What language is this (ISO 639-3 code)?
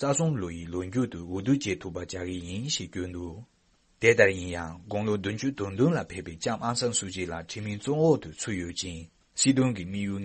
bod